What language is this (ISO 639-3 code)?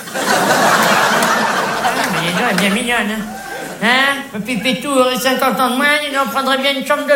fra